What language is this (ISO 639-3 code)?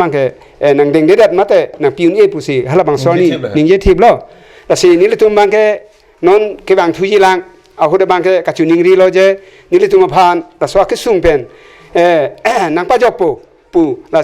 mjw